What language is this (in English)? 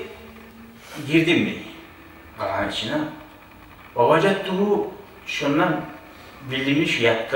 Kumyk